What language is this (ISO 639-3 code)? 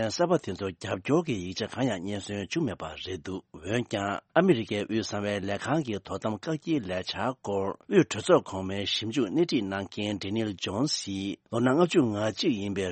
bod